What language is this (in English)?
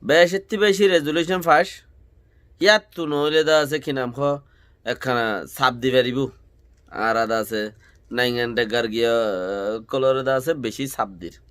Rohingya